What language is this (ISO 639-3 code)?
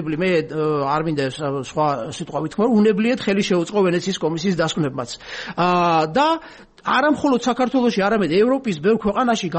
kat